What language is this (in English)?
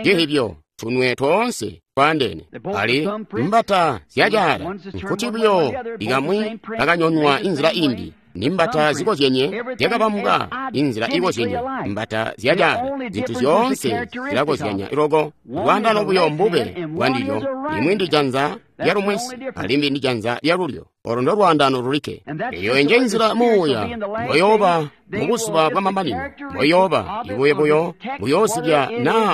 Tonga (Zambia)